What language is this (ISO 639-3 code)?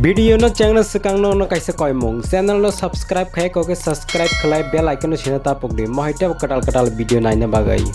trp